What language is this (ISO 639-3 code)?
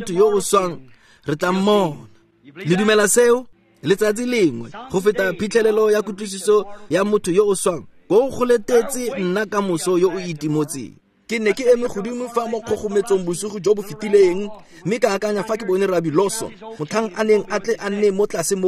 tsn